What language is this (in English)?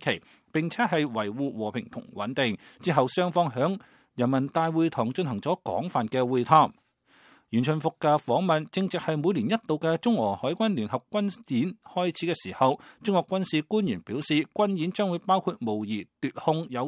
Cantonese